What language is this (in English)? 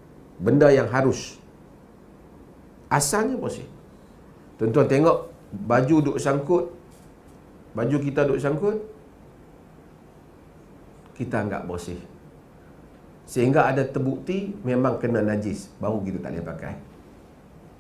Malay